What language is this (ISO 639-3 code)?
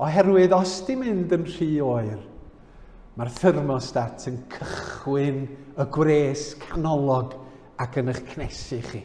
cym